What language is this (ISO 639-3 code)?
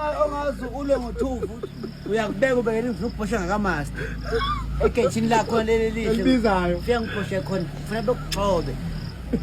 zul